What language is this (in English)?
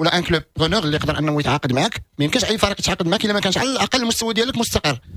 Moroccan Arabic